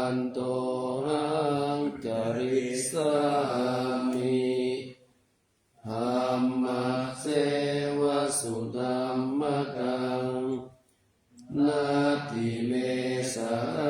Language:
Pali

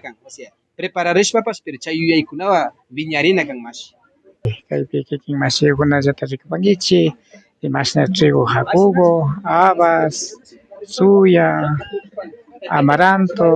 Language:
Imbabura Highland Quichua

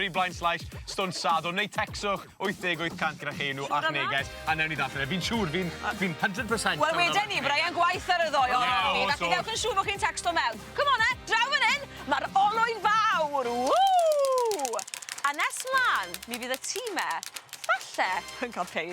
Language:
Welsh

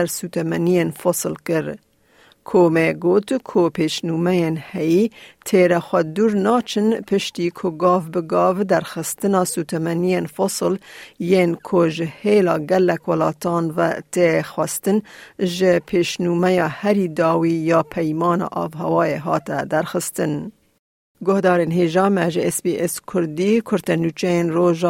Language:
Kurdish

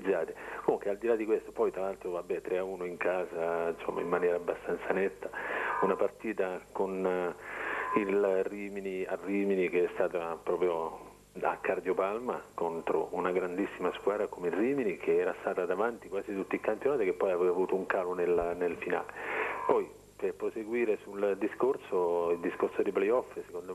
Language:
Italian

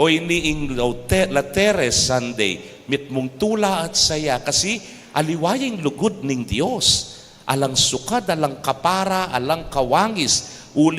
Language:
Pampanga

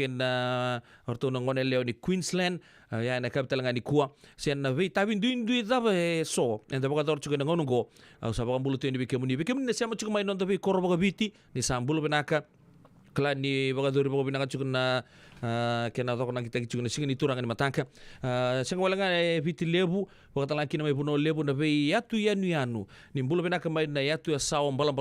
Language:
Fijian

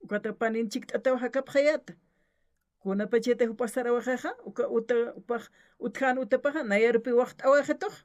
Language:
Aymara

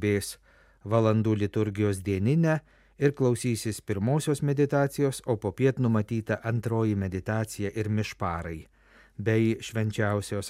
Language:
Lithuanian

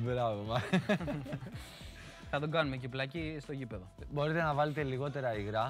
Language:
Greek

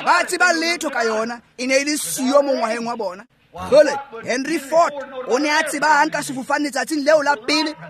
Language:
Tswana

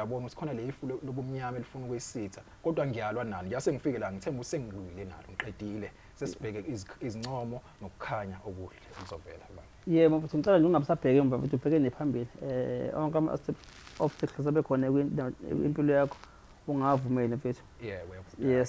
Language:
Zulu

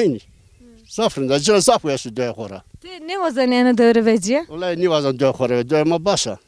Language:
Zaza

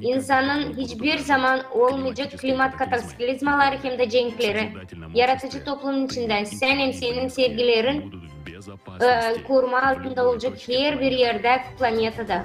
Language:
Gagauz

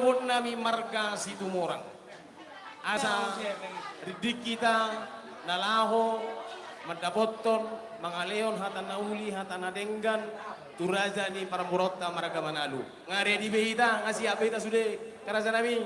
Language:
Batak Toba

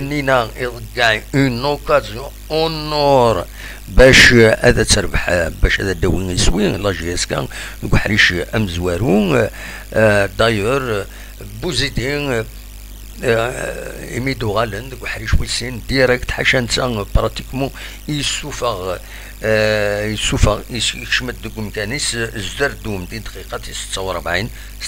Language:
Kabyle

